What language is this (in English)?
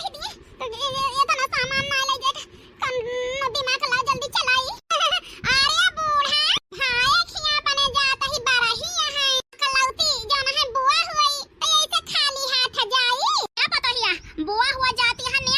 Awadhi